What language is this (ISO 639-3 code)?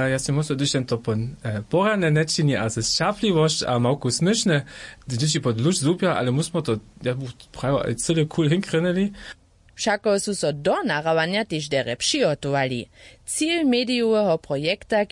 hsb